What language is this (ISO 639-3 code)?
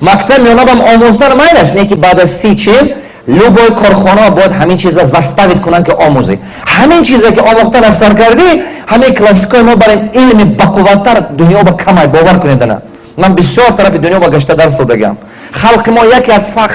tgk